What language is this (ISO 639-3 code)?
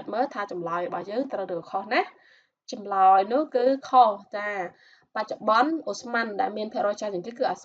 khm